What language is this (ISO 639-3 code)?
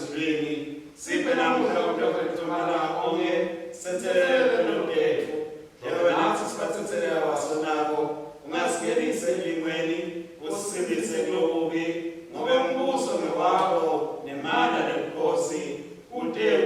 ssw